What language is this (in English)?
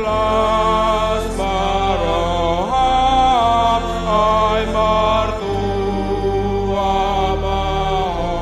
Batak Toba